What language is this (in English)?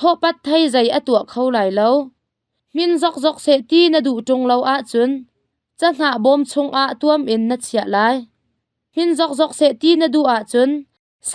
Hakha Chin